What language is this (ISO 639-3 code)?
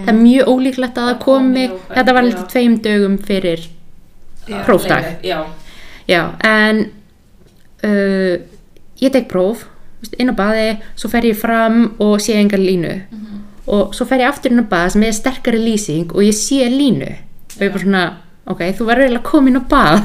isl